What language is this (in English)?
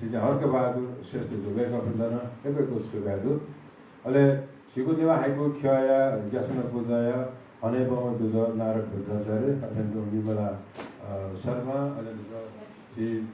Newari